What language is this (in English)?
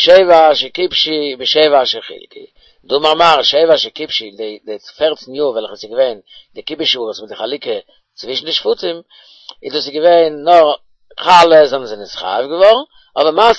Yiddish